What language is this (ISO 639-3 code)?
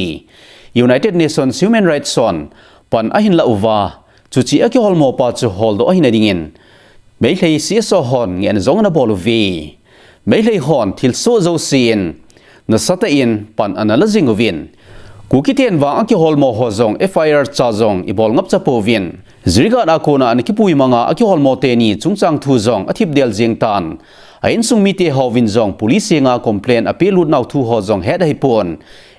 tcz